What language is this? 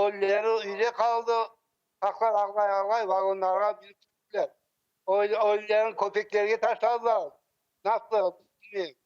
Crimean Tatar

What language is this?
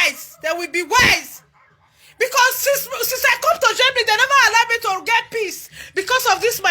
Nigerian Pidgin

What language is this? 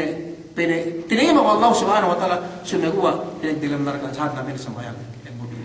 Yakan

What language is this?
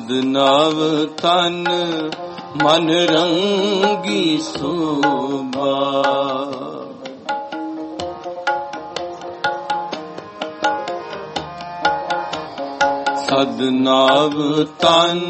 Punjabi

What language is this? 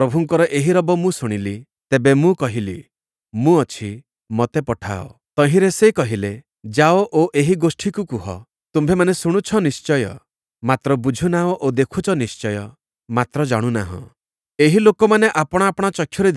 Odia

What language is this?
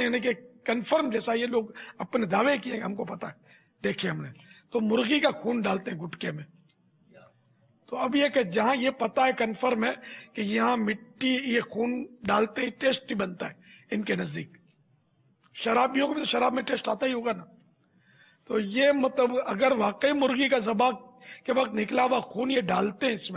Urdu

